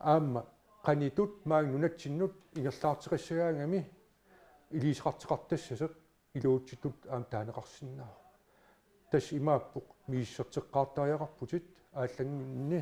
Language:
Kalaallisut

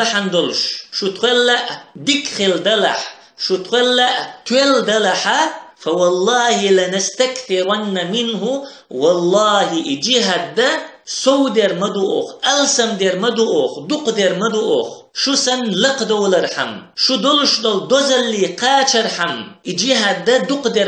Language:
Chechen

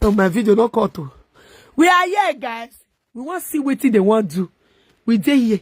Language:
Nigerian Pidgin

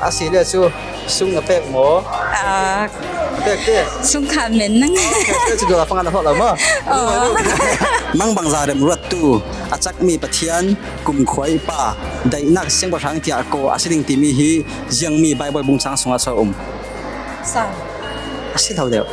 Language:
Falam Chin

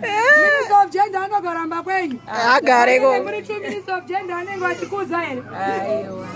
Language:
Shona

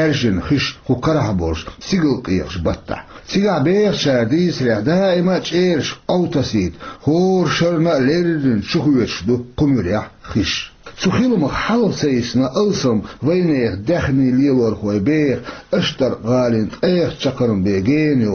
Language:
Chechen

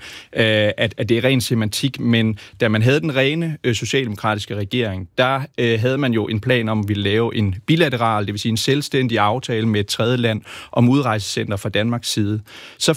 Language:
Danish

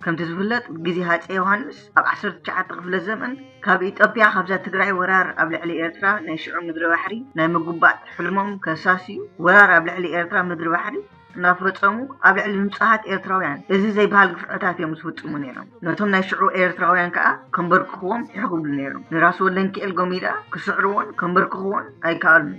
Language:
Tigrinya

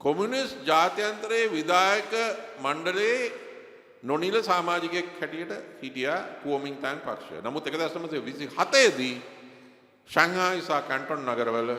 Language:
Sinhala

